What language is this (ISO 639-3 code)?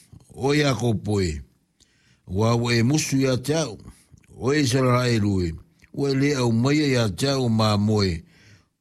smo